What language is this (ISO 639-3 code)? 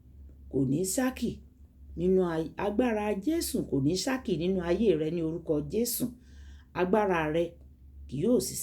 yor